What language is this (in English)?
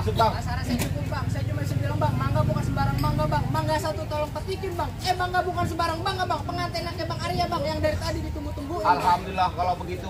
Betawi